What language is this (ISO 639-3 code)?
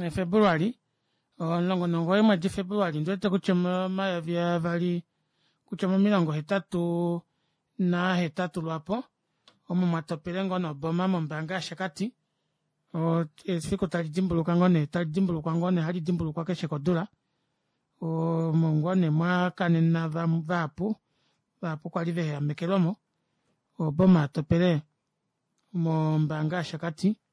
kua